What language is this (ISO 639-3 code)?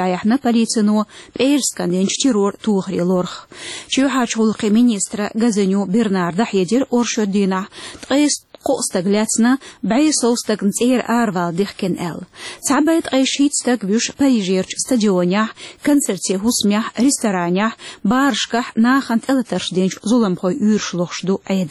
che